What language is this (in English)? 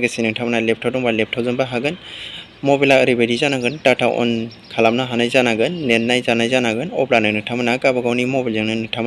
Bodo